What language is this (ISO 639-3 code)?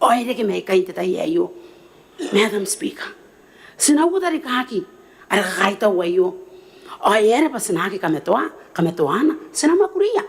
gil